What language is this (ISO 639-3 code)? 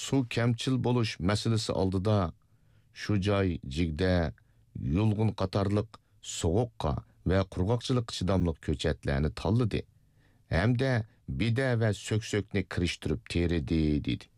uig